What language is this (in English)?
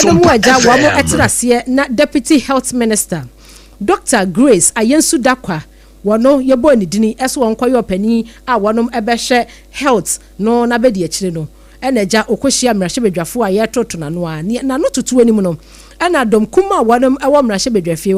Akan